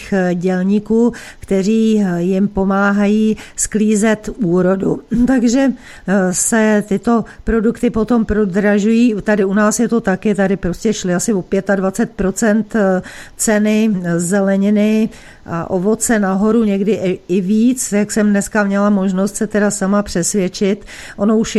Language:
Czech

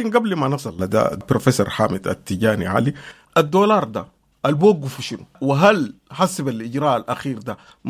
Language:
Sudanese Arabic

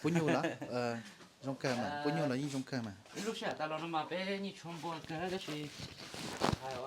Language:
Hmong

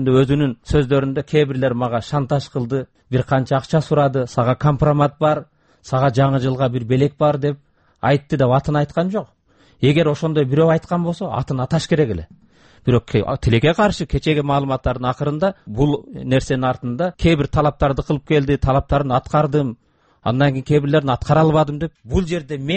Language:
Kyrgyz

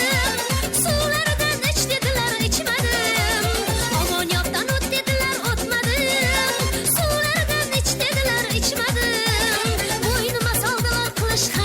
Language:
Kara-Kalpak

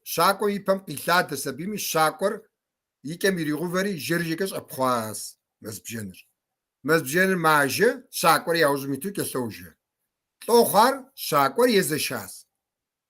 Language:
Kabardian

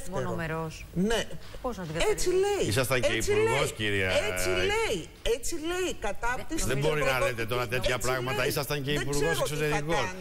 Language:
Greek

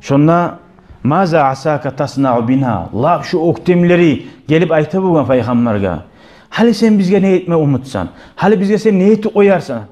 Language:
Kumyk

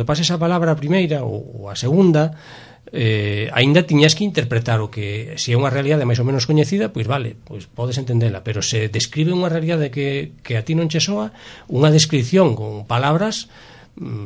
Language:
Galician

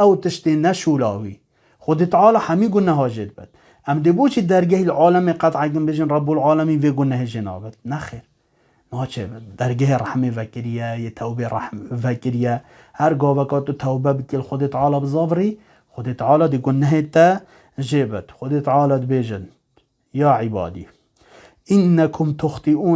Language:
Kurdish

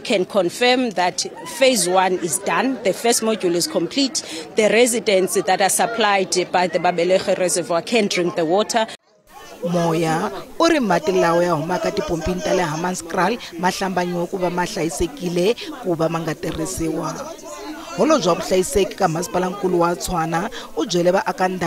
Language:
Tsonga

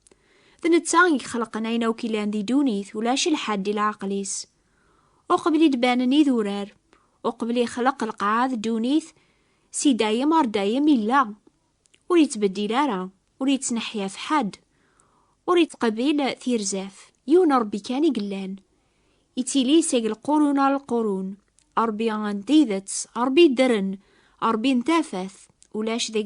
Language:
Kabyle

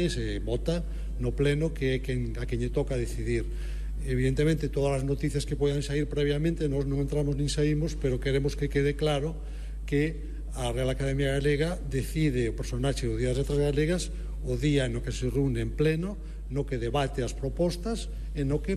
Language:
Galician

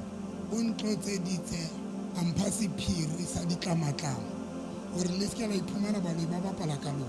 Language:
Southern Sotho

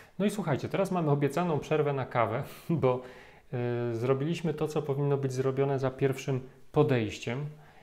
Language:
Polish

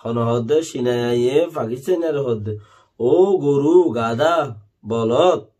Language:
Rohingya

